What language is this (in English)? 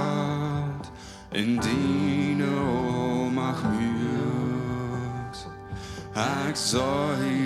Plautdietsch